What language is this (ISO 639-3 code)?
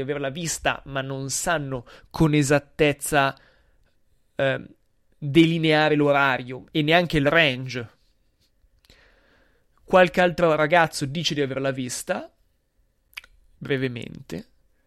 ita